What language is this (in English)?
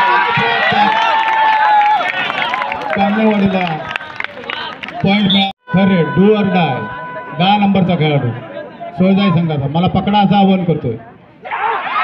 Marathi